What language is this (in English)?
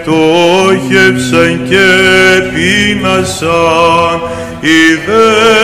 Greek